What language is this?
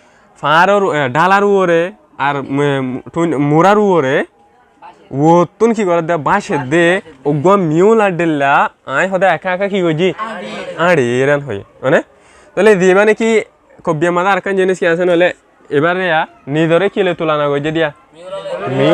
Rohingya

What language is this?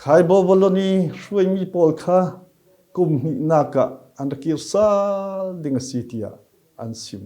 Falam Chin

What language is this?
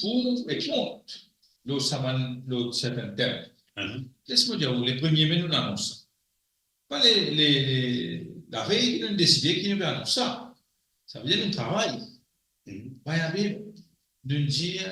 Morisyen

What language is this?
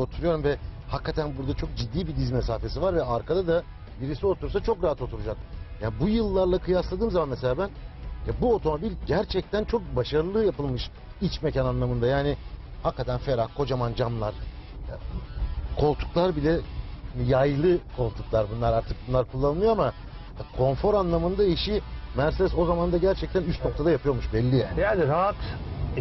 Turkish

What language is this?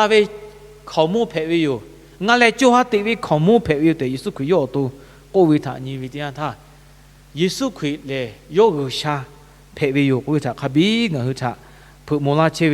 Lahu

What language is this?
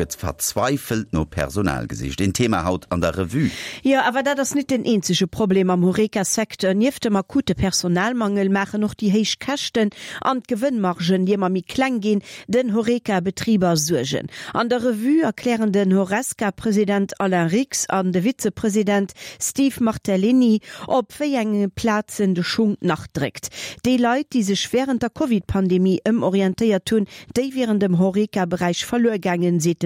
Luxembourgish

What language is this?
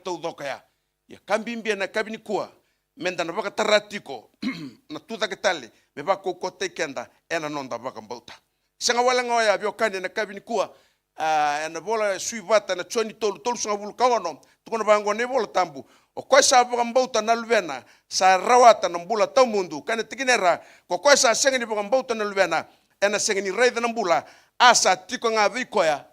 Fijian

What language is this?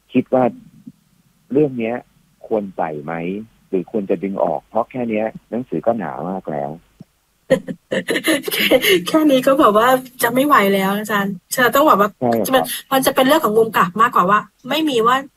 Thai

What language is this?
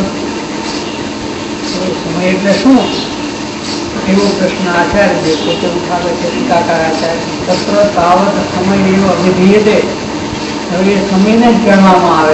Gujarati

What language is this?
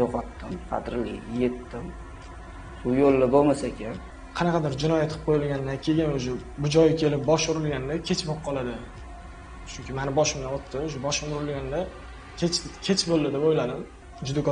Uzbek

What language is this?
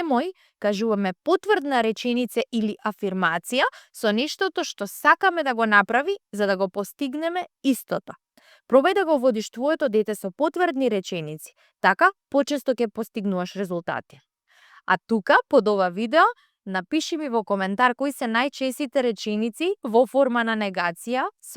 Macedonian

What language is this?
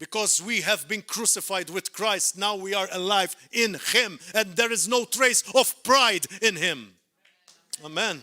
English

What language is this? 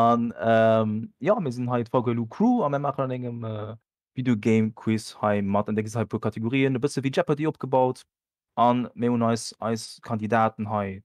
Luxembourgish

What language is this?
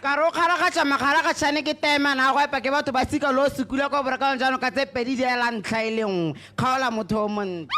Tswana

